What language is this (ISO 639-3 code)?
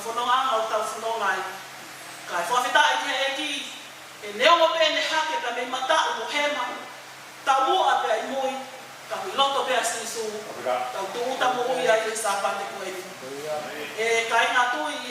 ton